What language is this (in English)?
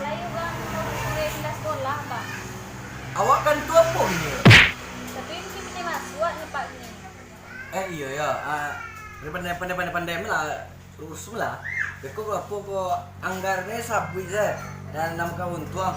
Minangkabau